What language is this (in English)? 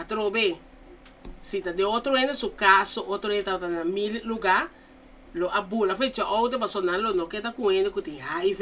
Papiamento